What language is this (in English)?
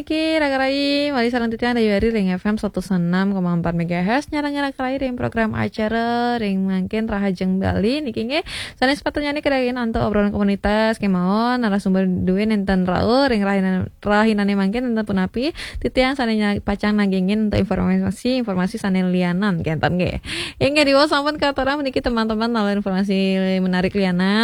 Balinese